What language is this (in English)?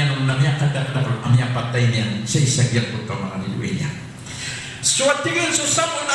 Maranao